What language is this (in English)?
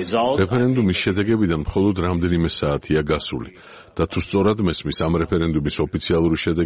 Georgian